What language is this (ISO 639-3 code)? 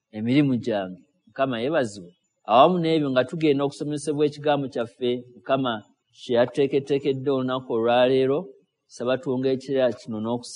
lug